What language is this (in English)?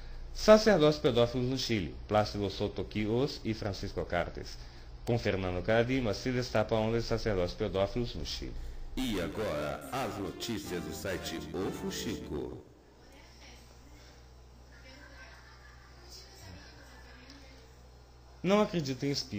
Portuguese